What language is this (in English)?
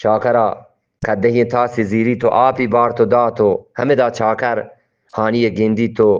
Eastern Balochi